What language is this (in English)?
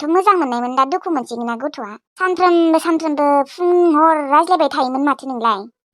Bodo